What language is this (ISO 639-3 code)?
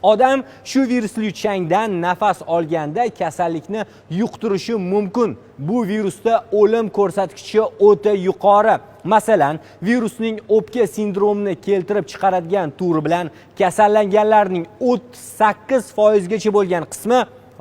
uzb